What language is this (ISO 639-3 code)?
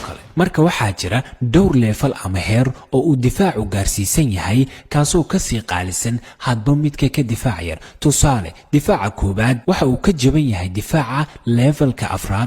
som